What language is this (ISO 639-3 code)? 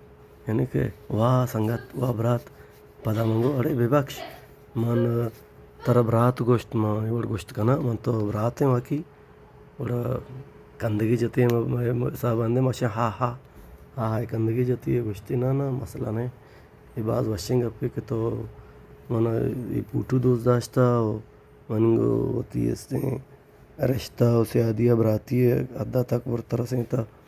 bal